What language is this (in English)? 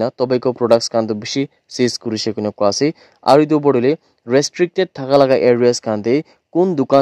Naga Pidgin